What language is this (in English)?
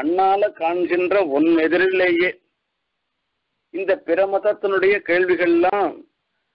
Tamil